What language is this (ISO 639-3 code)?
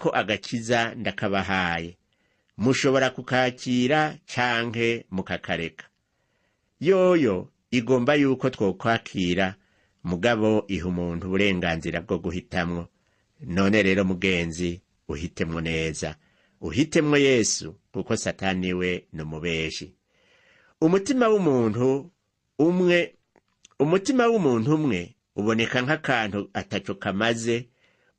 run